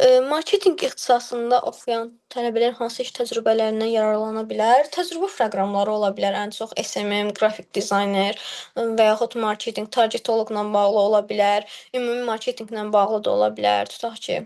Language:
Azerbaijani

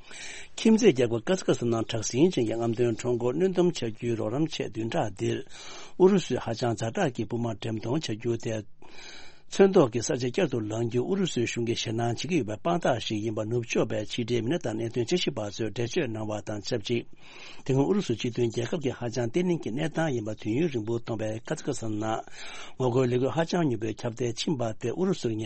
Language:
Tibetan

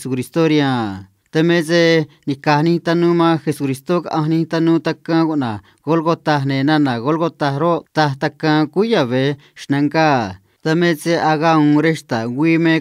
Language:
Copala Triqui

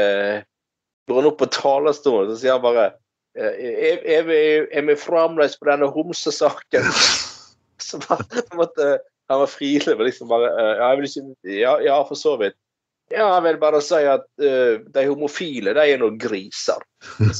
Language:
Norwegian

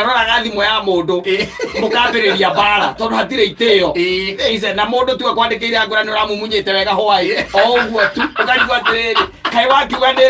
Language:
Kikuyu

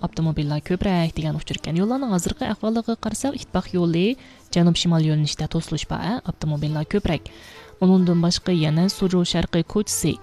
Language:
Uyghur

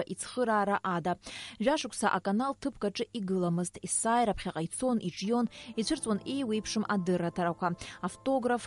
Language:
Abkhazian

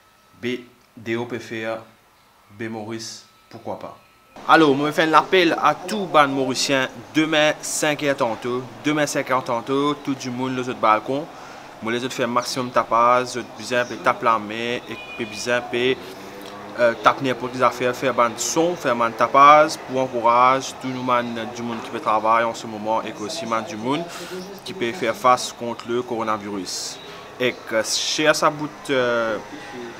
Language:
Morisyen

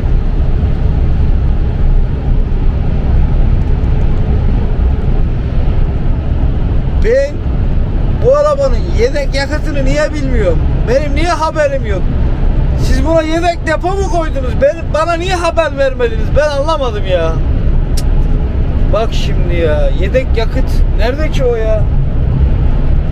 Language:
Turkish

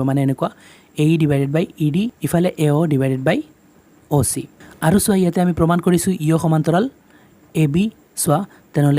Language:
Assamese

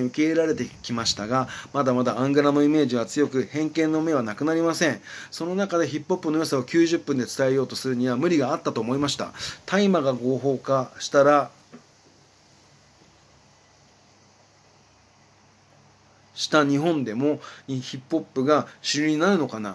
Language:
Japanese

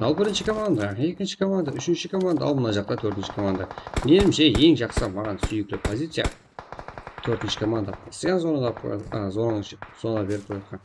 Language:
Kara-Kalpak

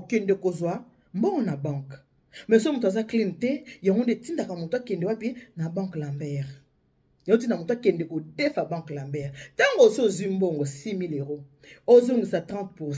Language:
Lingala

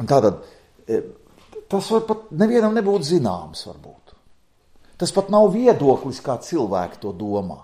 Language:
Latvian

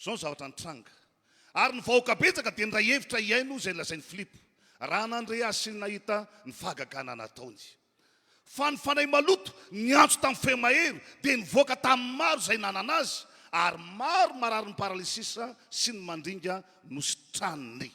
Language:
Malagasy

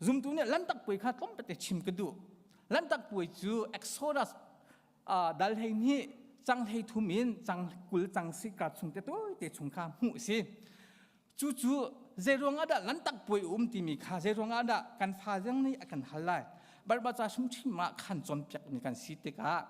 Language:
Hakha Chin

